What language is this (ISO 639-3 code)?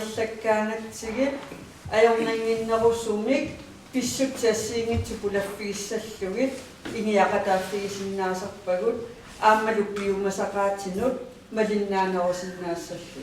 kal